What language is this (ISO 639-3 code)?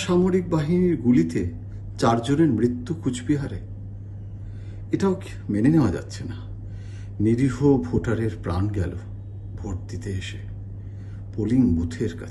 ben